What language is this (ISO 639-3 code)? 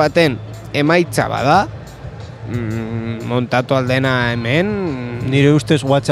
eus